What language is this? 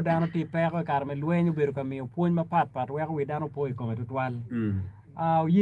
Acoli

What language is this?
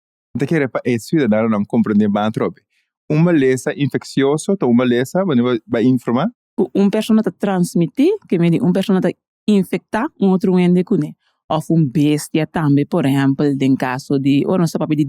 Papiamento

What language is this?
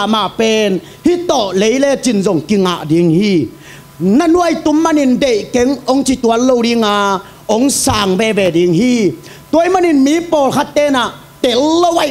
Tedim Chin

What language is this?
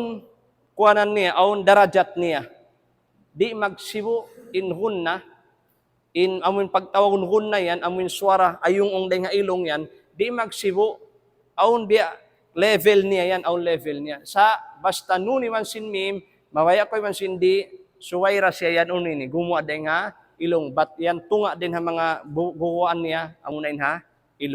Tausug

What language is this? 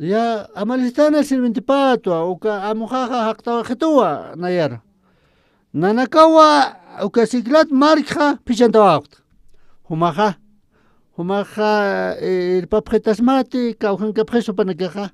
Aymara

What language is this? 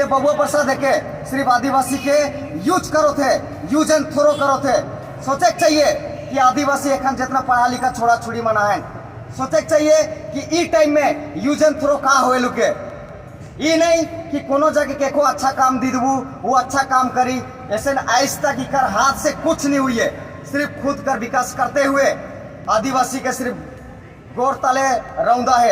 Sadri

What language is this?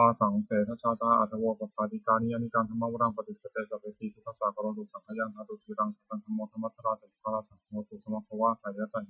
Pali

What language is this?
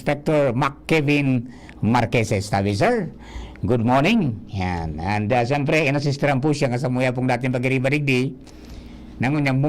Bikol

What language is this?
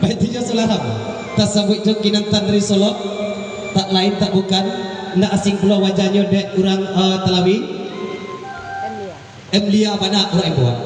Minangkabau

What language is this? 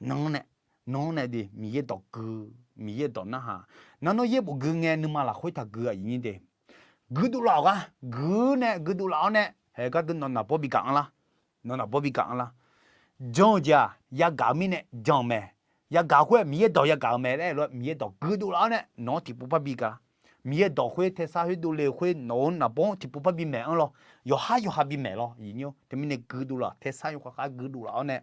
Akha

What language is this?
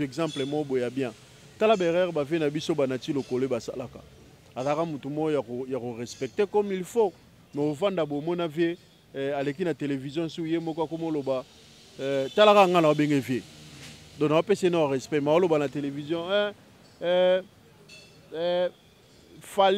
Lingala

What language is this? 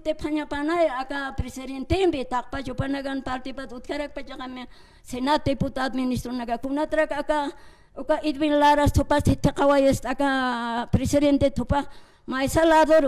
Aymara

